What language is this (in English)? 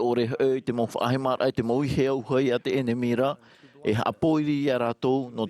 Tahitian